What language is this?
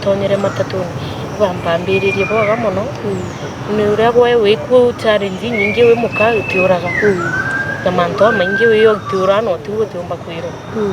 Meru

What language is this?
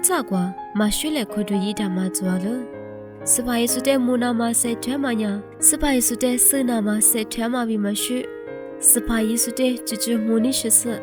Lisu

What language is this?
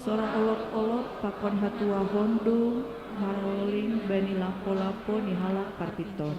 Batak Simalungun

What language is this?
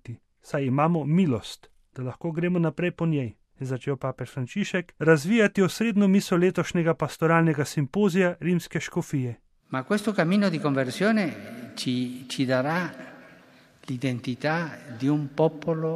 Slovenian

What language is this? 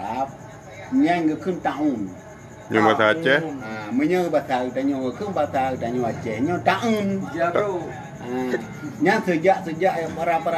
Achinese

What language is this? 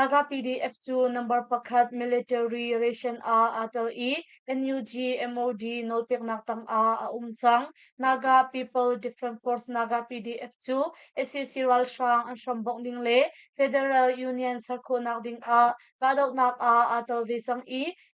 Hakha Chin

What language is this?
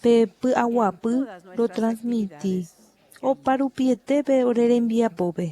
Guarani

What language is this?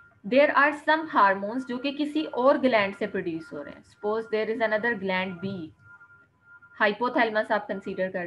Hindi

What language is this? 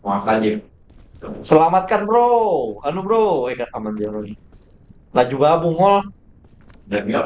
Banjar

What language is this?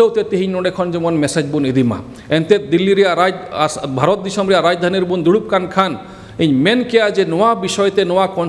Santali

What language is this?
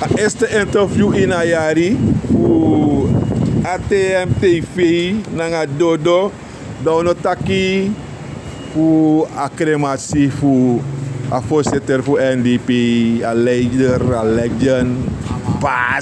Sranan Tongo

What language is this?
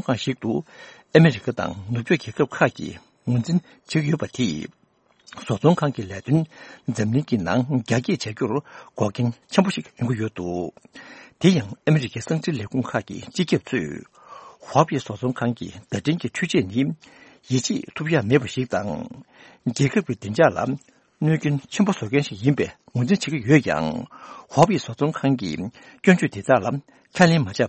Tibetan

